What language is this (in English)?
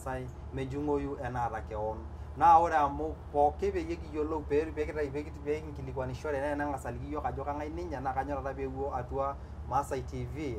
Masai